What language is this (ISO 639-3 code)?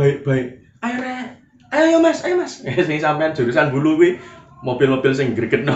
jav